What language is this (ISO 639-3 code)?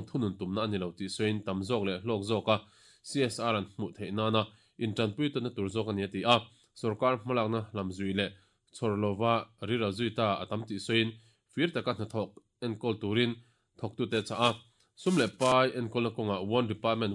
lus